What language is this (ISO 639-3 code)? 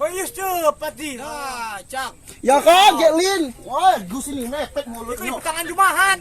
mui